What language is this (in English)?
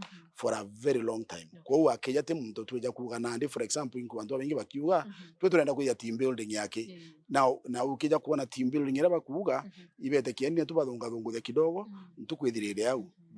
Meru